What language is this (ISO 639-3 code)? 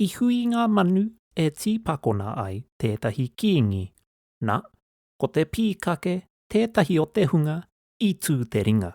mri